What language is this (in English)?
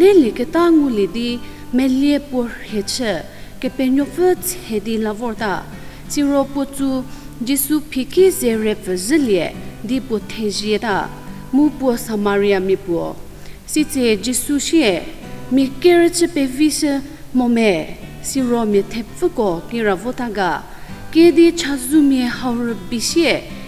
Angami Naga